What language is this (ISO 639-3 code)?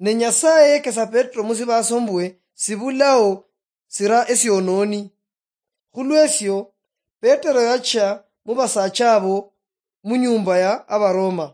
luy